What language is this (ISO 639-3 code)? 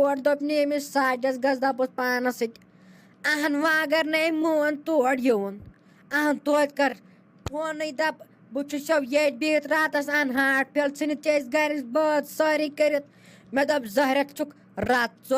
kas